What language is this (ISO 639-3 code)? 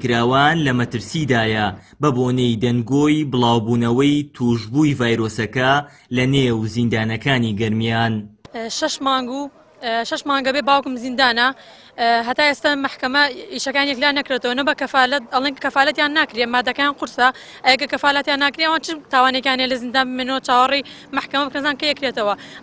ckb